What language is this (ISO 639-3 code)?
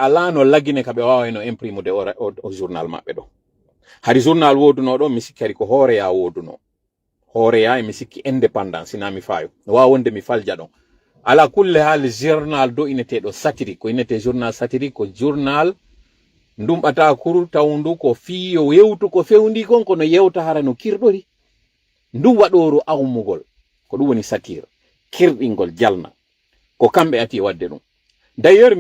ful